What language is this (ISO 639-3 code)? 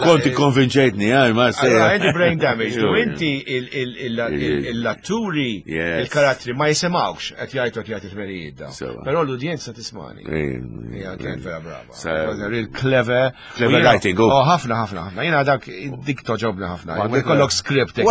mlt